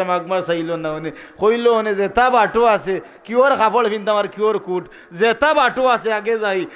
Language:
Sylheti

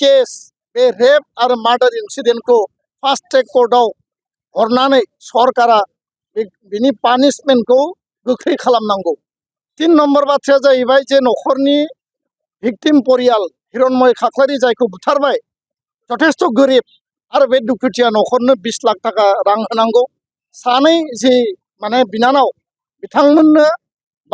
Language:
Bodo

